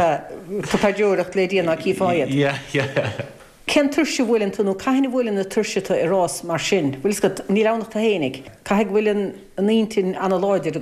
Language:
Irish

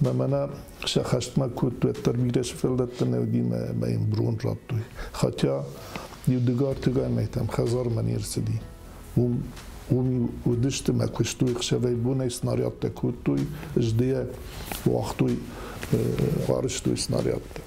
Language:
Ossetic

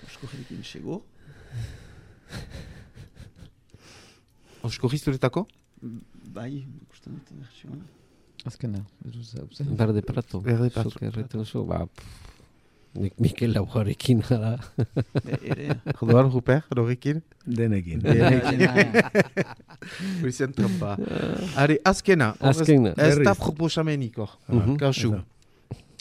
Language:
Basque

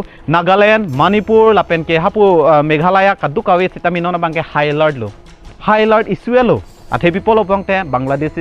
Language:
Karbi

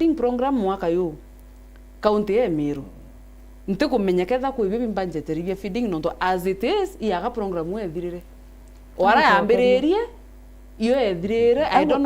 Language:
Meru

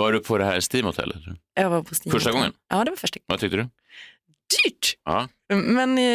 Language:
Swedish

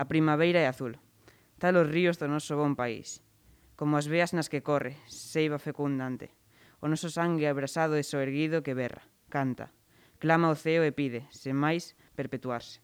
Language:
Galician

